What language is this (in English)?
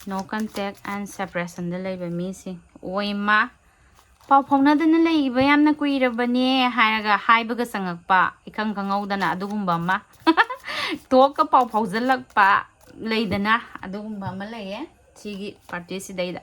Manipuri